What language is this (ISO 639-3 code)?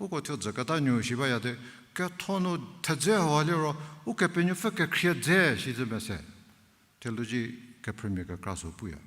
njm